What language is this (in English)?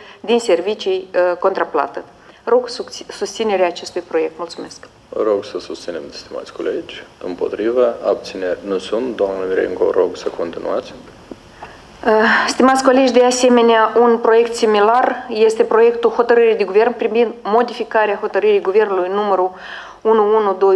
Romanian